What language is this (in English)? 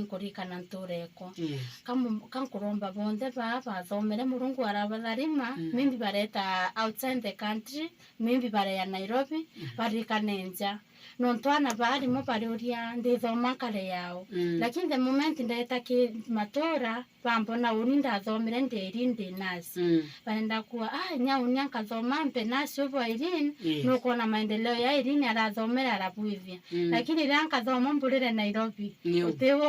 Meru